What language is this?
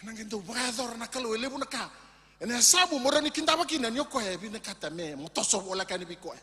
Fijian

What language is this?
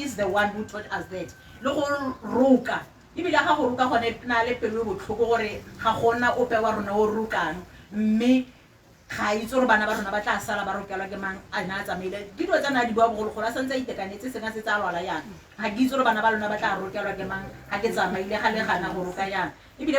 Tswana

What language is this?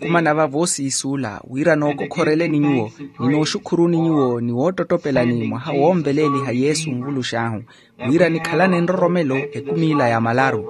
Makhuwa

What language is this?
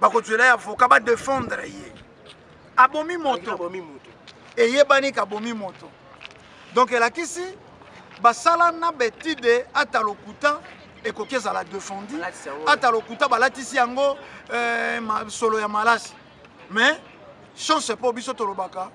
Lingala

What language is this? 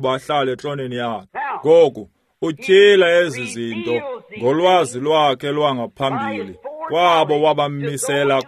Xhosa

